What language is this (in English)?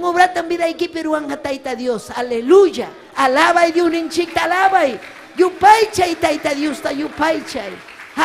Ayacucho Quechua